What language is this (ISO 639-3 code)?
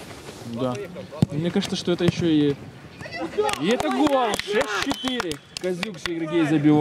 rus